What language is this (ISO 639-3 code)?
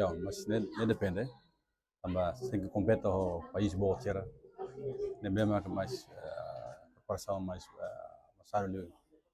tet